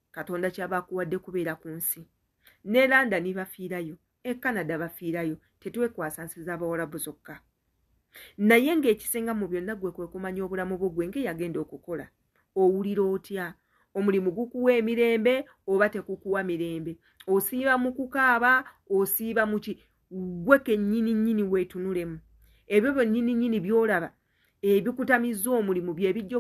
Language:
Ganda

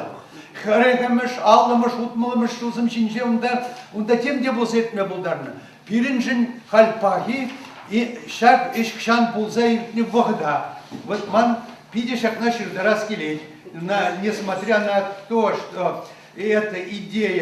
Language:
Chuvash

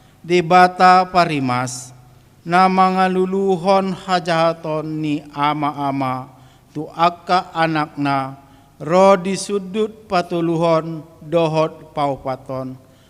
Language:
Batak Toba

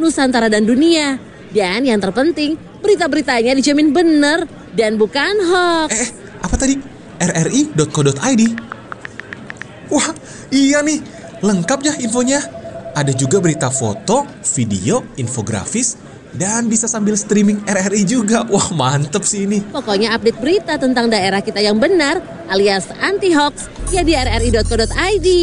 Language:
Indonesian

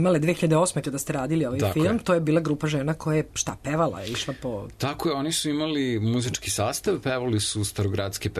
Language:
Serbian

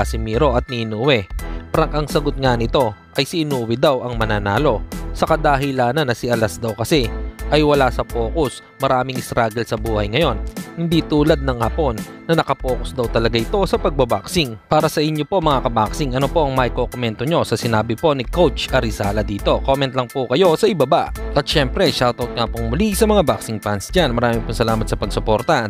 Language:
Filipino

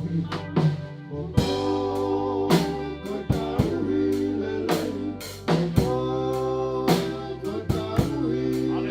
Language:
Tongan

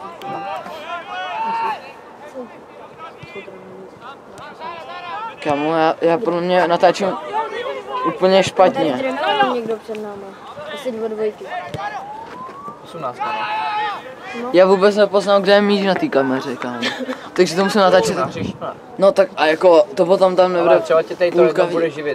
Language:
Czech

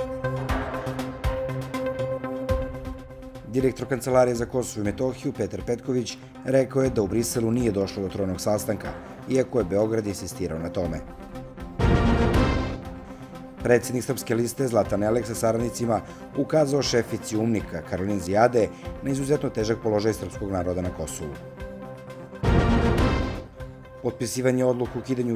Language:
Serbian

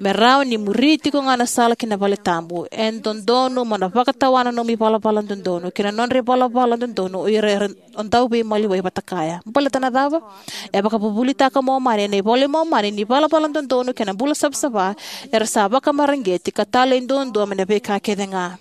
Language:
Fijian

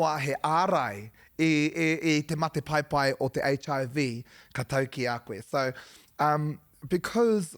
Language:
Māori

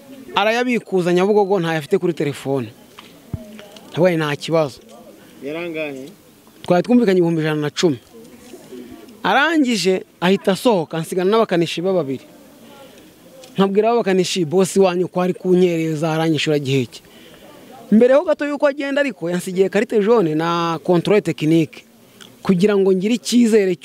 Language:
Kinyarwanda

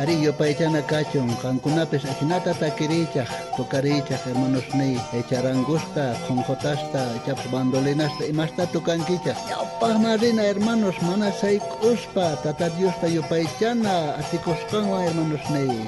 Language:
South Bolivian Quechua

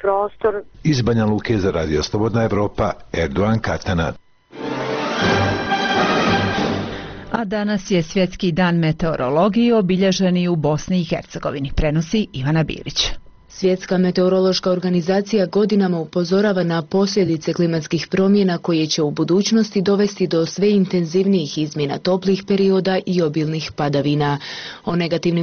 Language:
Bosnian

